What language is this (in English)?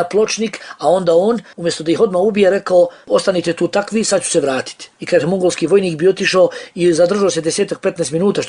Bosnian